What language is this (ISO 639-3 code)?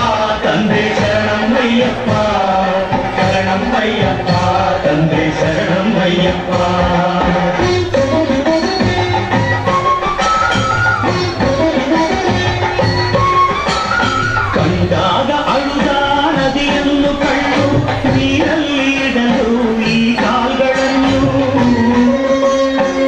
kan